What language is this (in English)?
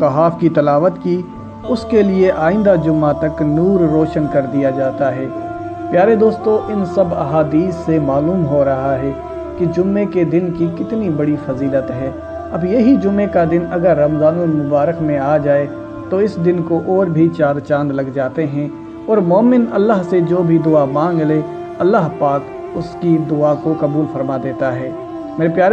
Urdu